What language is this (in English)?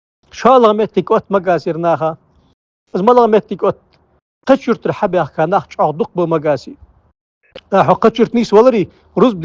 Ingush